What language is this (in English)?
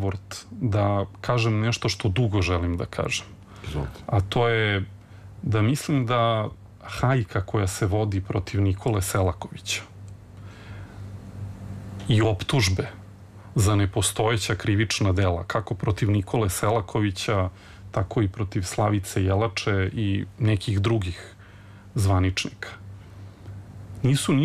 Serbian